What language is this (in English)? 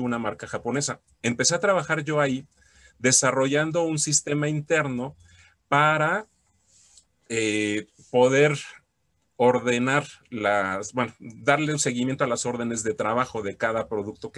Spanish